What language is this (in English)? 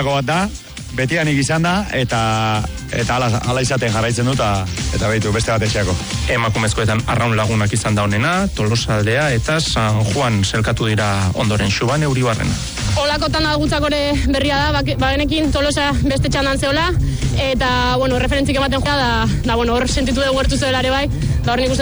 Basque